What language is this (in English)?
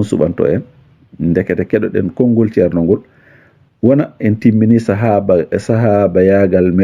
Fula